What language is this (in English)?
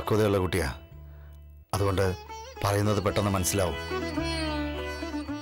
Malayalam